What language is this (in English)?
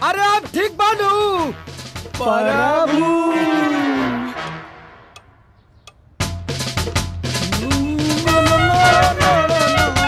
Bhojpuri